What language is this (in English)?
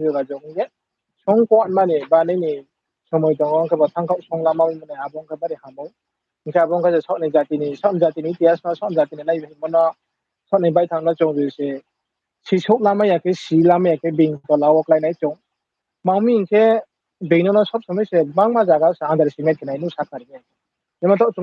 Riang (India)